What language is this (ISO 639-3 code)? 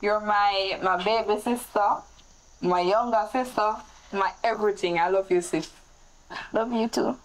jam